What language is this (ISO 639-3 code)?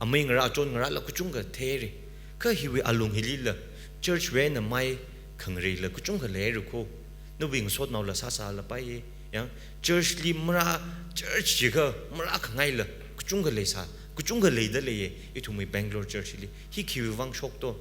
nmf